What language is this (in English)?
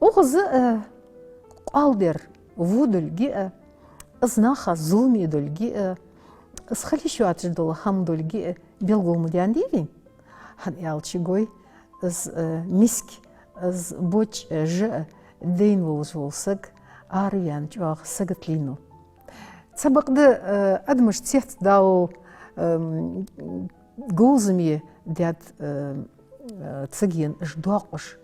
Ingush